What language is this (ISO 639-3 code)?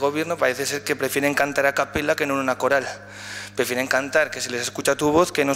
spa